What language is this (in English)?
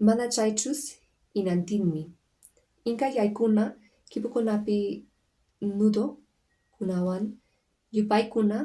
Quechua